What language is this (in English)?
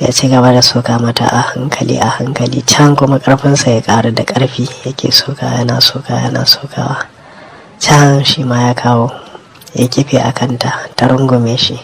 Hausa